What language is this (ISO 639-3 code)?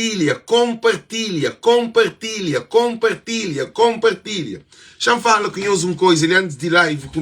kea